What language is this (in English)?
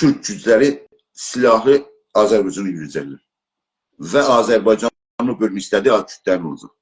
South Azerbaijani